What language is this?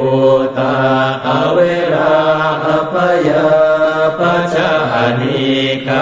Pali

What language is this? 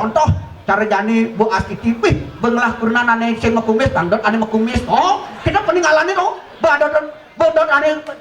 Balinese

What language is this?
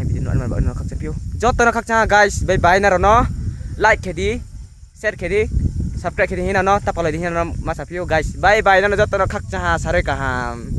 Riang (India)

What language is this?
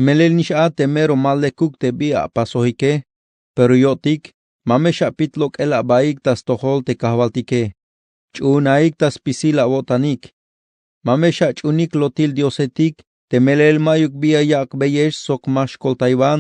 Tzeltal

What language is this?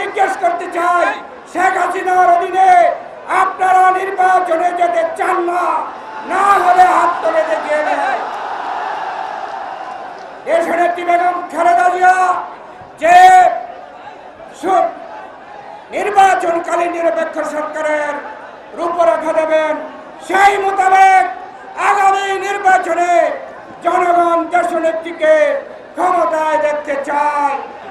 Bangla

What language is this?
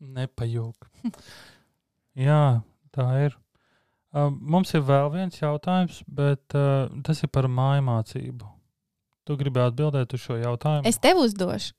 Latvian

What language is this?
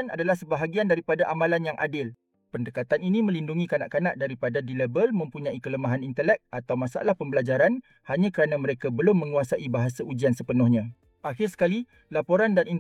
Malay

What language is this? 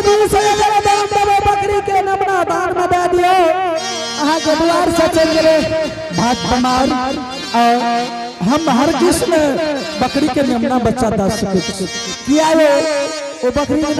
Angika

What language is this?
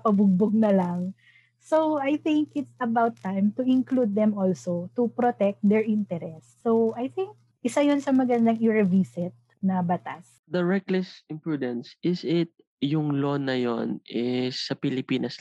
Filipino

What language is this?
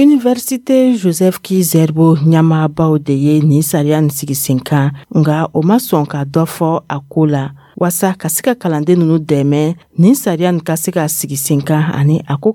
Dyula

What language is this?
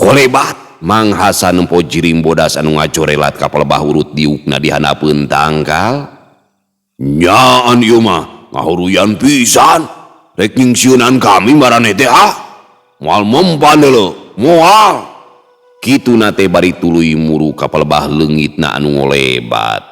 Sundanese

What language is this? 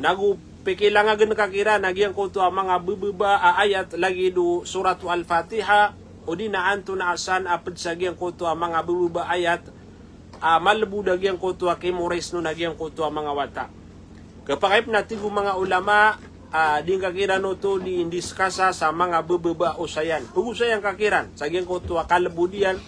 Maranao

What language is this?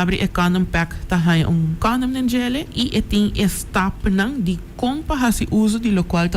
Papiamento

